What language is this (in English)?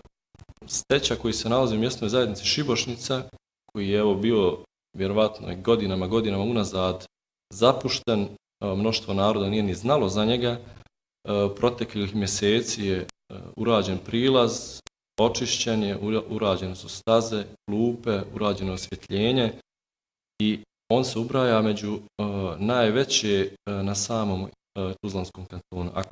Bosnian